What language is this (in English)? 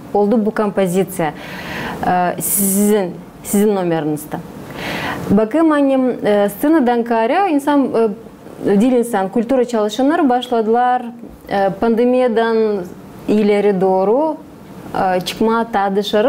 Gagauz